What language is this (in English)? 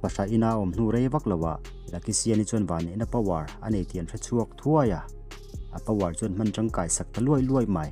Mizo